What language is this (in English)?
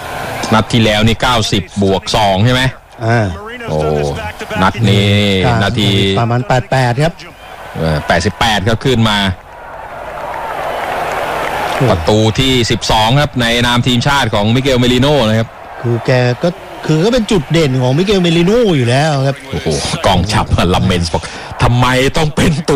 Thai